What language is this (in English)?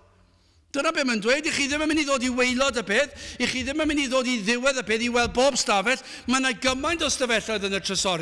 Welsh